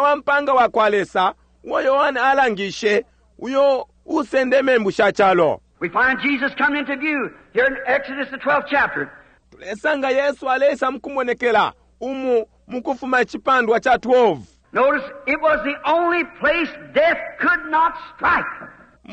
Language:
Bemba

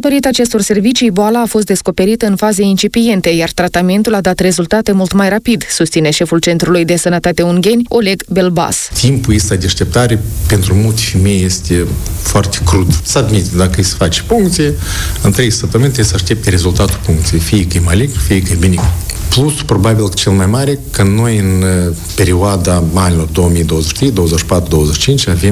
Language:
Romanian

